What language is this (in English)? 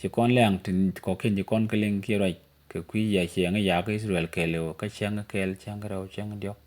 Nuer